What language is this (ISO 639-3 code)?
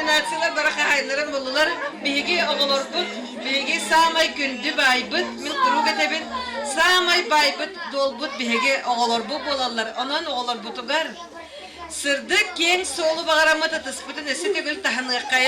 sah